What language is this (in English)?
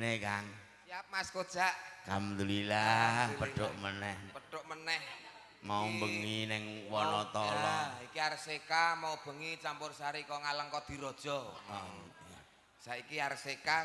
Javanese